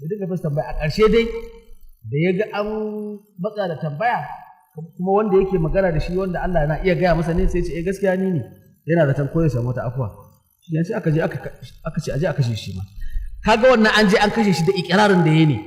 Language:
Hausa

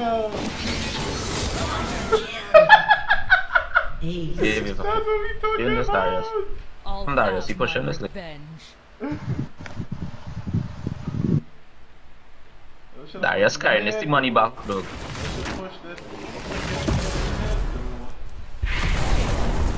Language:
English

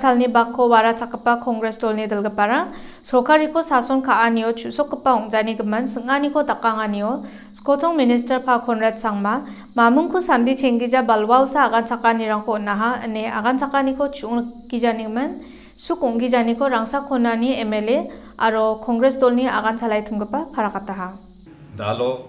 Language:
Garo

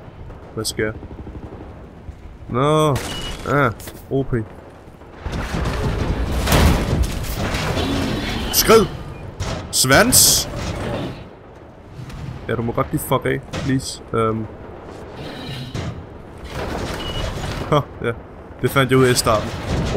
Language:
Danish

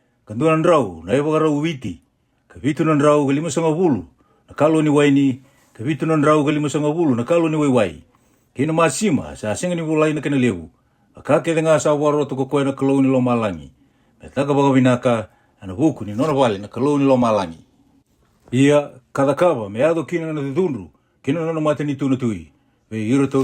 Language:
Fijian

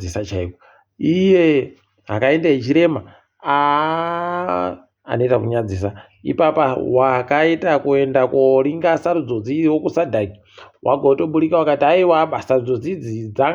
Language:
Ndau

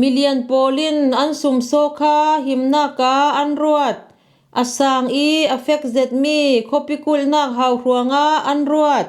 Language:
Falam Chin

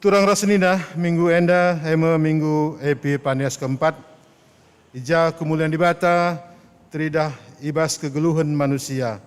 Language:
Batak Karo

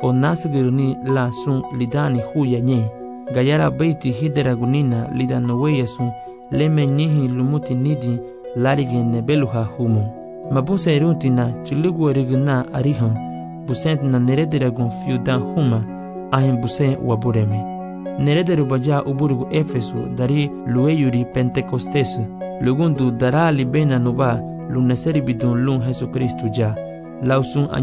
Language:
Garifuna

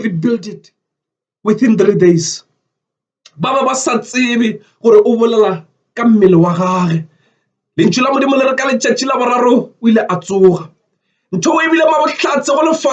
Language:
Northern Sotho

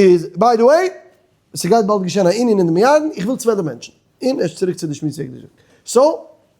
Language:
Yiddish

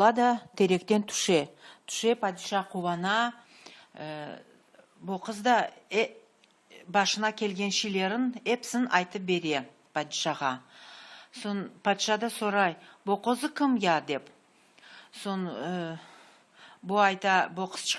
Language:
Crimean Tatar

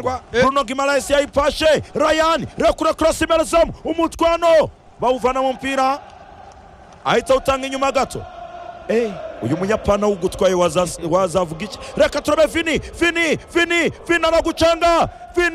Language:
Kinyarwanda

